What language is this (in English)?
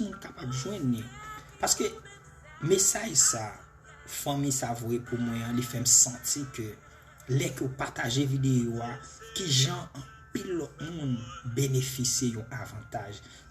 Haitian Creole